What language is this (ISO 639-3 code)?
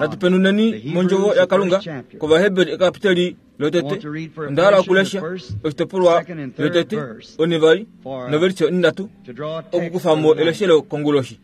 kua